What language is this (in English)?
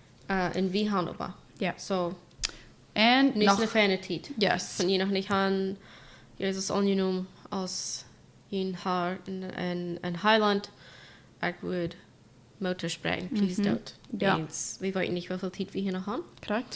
Plautdietsch